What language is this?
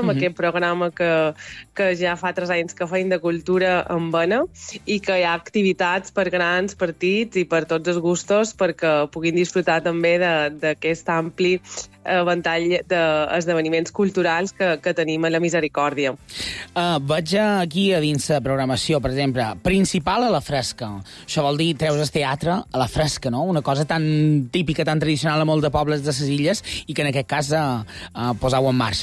Catalan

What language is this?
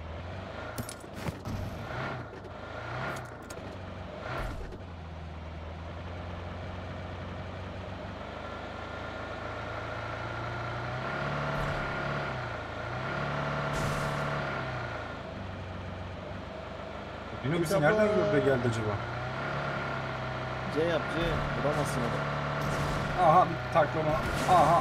Turkish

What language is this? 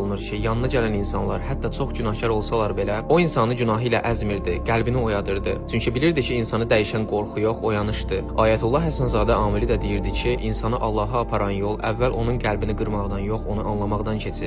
Azerbaijani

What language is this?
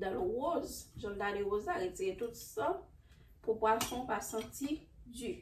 Haitian Creole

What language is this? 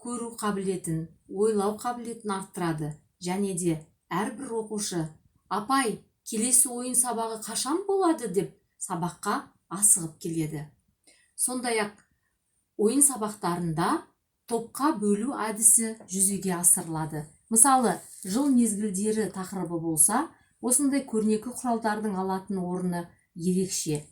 Kazakh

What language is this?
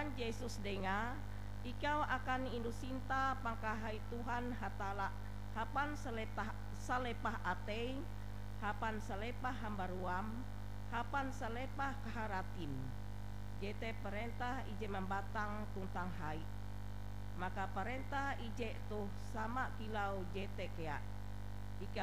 Ngaju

